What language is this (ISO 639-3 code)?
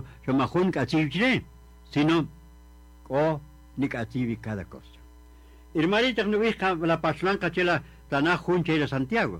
cak